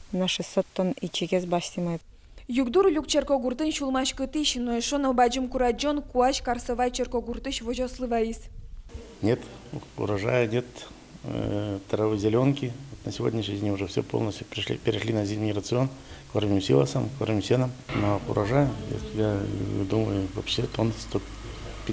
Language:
Udmurt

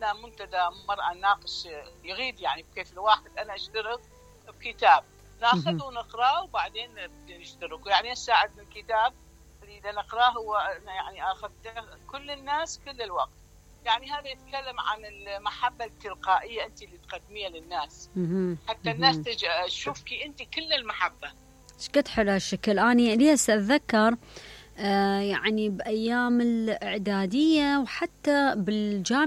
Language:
Mesopotamian Arabic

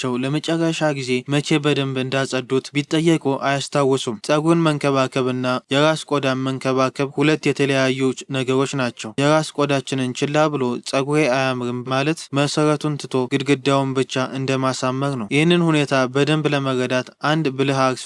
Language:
Amharic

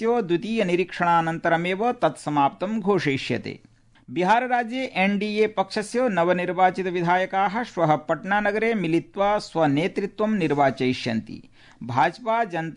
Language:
Sanskrit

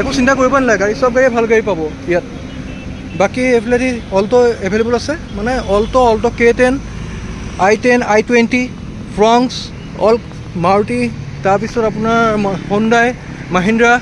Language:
Assamese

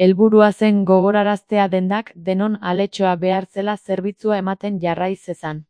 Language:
Basque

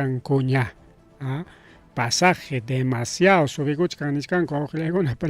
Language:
Ayacucho Quechua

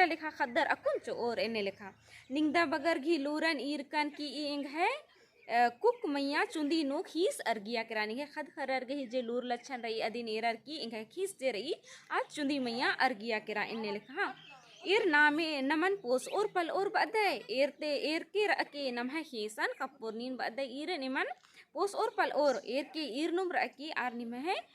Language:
Kurukh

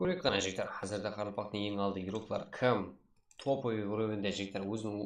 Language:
Kara-Kalpak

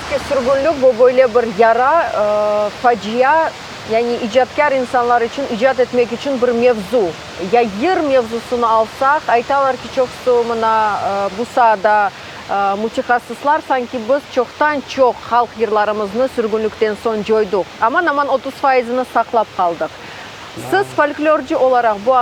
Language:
Crimean Tatar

